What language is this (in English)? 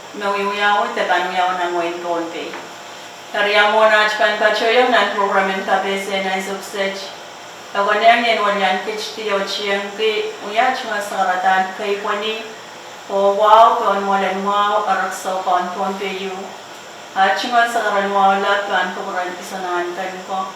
Pohnpeian